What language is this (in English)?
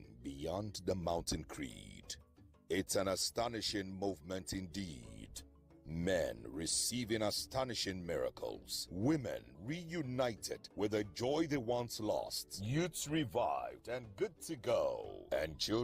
Ewe